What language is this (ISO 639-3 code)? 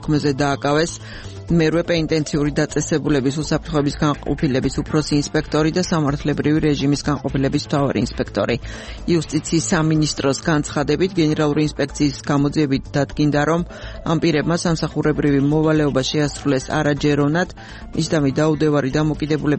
kat